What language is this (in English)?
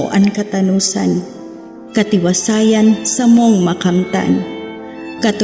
Bikol